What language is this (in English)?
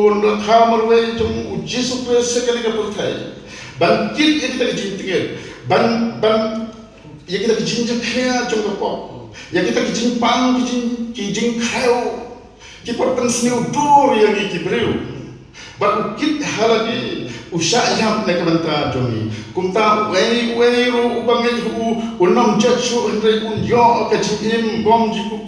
Khasi